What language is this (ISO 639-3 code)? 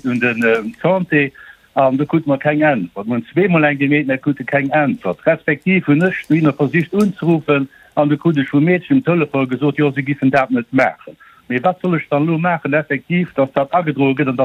ltz